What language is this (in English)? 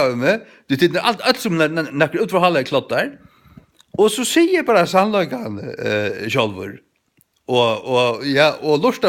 Faroese